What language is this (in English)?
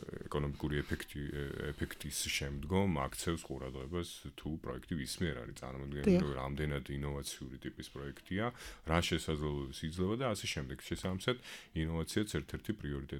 Georgian